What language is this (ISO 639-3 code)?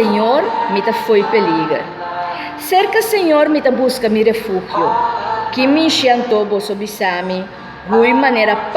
pap